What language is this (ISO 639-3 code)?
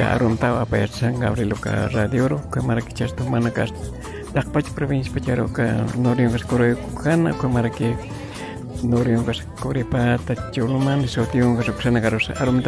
aym